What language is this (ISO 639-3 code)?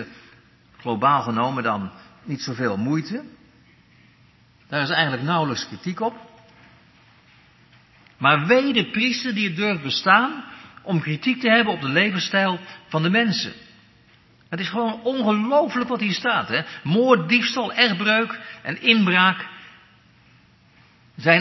nld